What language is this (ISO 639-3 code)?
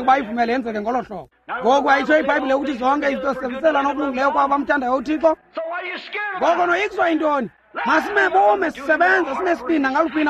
xho